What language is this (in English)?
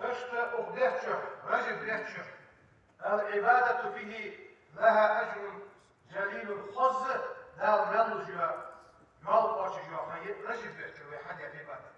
Ingush